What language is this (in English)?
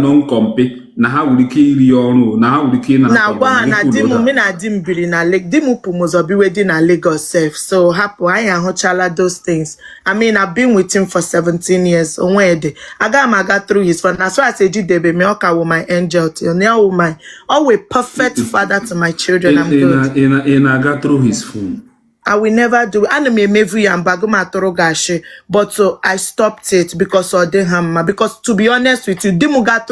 Igbo